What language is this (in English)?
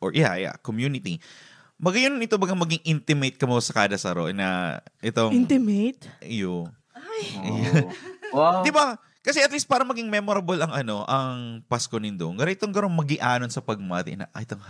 Bikol